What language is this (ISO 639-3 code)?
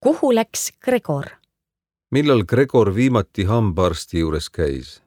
est